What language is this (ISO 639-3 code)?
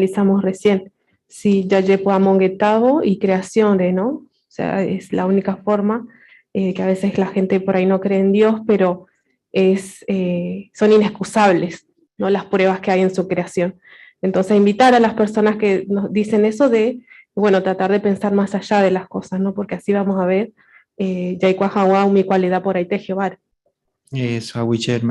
grn